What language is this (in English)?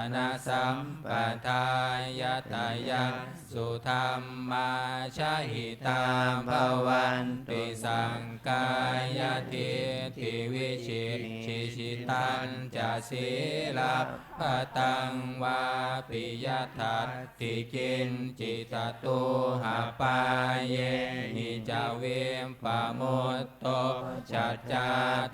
Pali